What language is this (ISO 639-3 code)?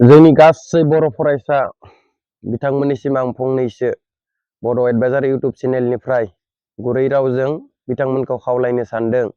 brx